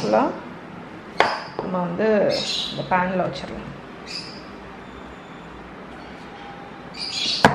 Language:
Tamil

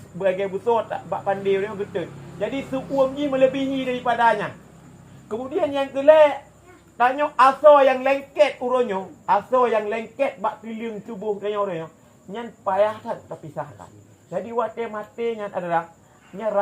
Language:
Achinese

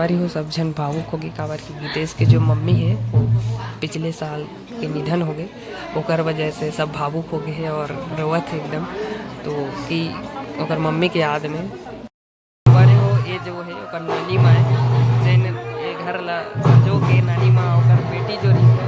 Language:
Chhattisgarhi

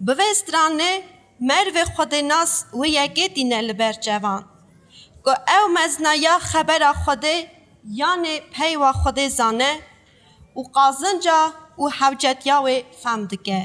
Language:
Kurdish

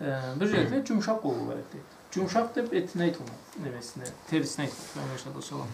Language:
Karachay-Balkar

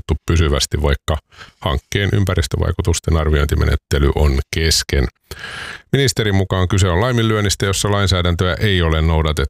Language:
Finnish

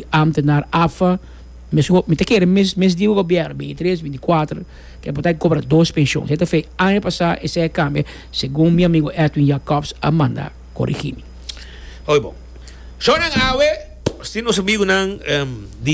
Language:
Papiamento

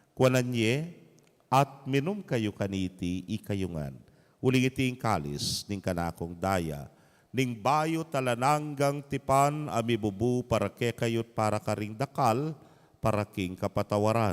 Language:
Pampanga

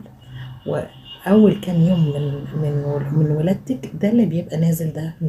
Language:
Egyptian Arabic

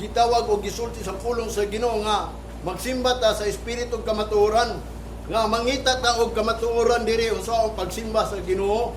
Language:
Cebuano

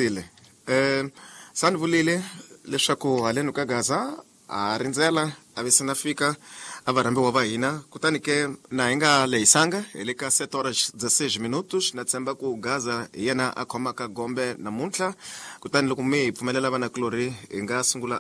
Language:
Tsonga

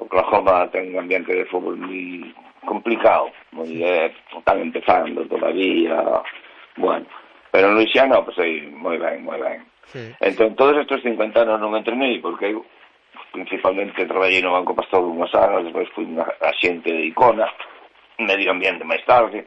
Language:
Galician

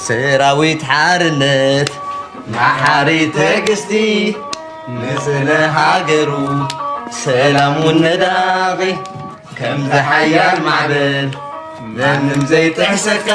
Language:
Tigrinya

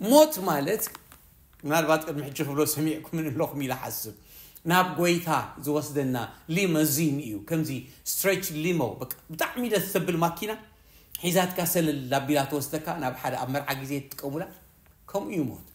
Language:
Tigrinya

